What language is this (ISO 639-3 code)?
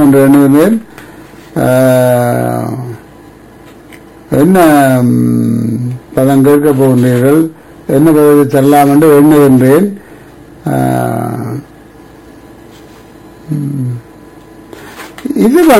tam